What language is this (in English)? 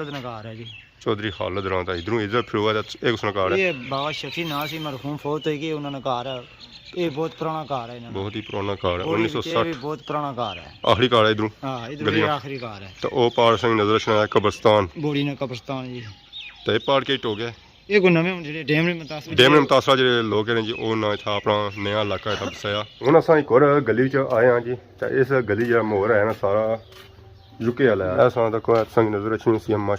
Pahari-Potwari